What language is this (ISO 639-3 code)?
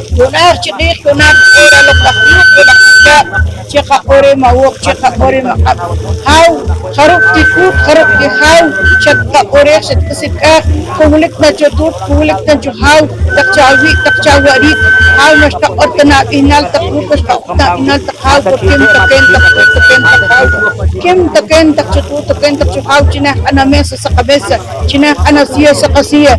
poh